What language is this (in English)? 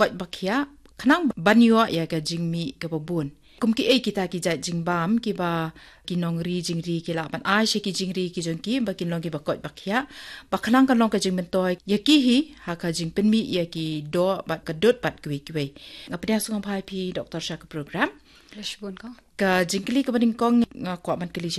Khasi